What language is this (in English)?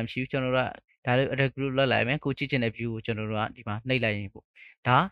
Burmese